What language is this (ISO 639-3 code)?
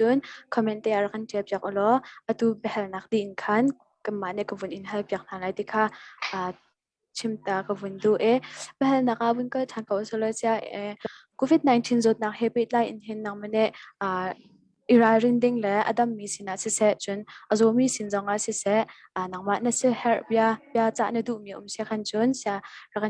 cnh